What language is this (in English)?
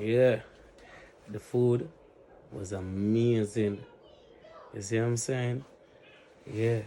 Jamaican Creole English